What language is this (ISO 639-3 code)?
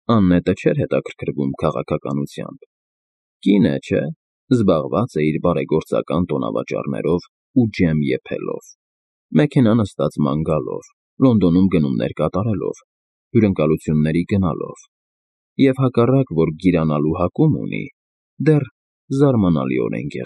hye